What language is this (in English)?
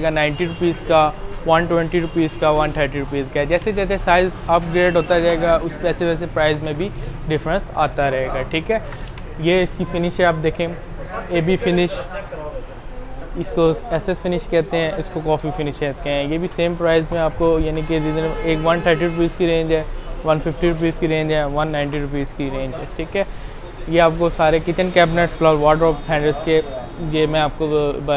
Hindi